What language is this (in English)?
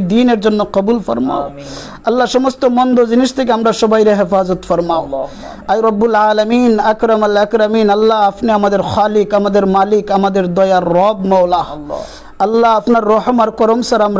Sylheti